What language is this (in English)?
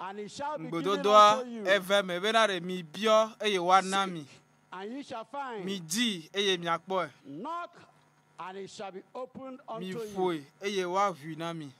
Ewe